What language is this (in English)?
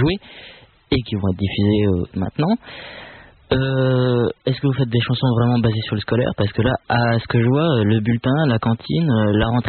French